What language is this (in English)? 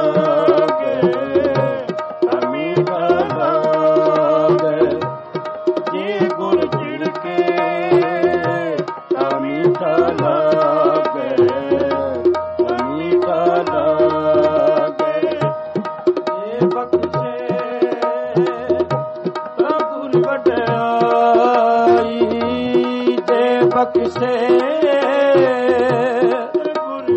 Punjabi